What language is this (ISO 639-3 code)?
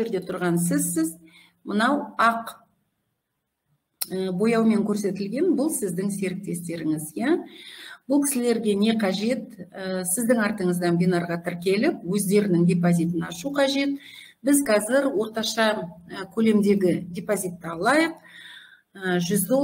kaz